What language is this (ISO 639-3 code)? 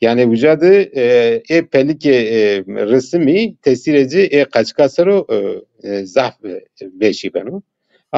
zza